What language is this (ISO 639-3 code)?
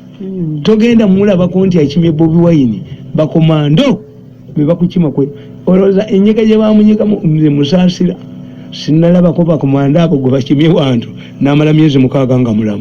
lug